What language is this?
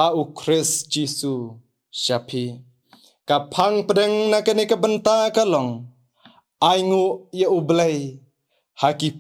Khasi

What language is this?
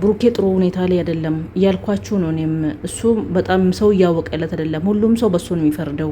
Amharic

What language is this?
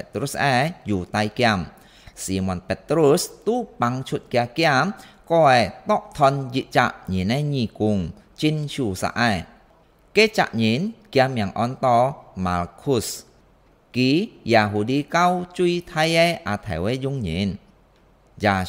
Hakka Chinese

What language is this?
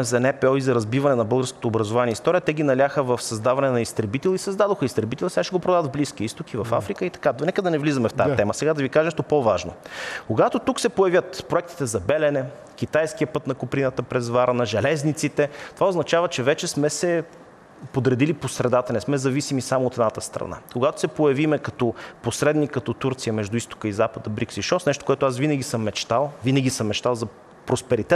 Bulgarian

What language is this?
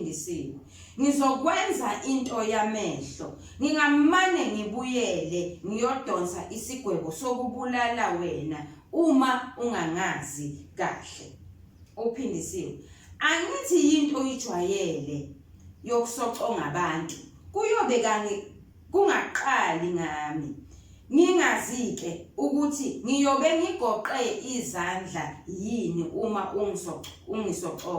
Zulu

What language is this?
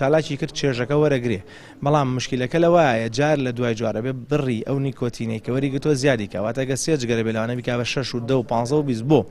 Central Kurdish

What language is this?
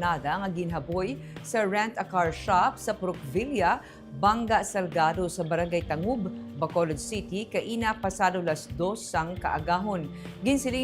Hiligaynon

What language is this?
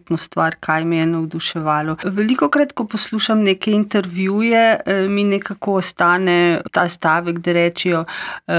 Slovenian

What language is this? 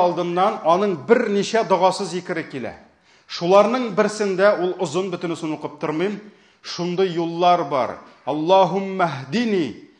Tatar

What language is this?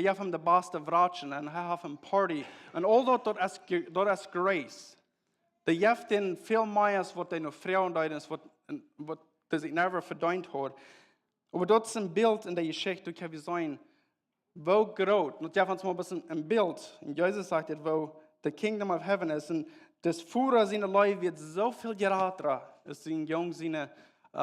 Plautdietsch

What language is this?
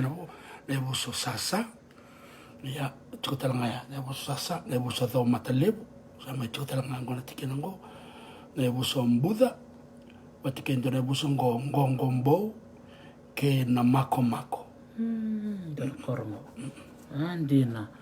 Fijian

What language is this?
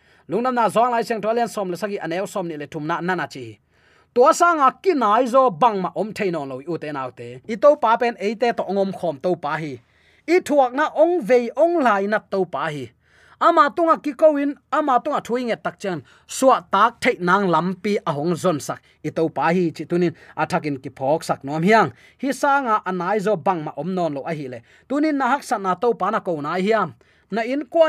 Tedim Chin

